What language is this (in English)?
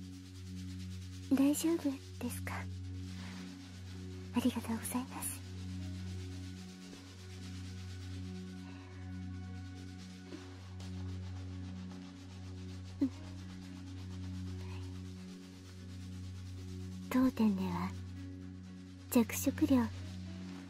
Japanese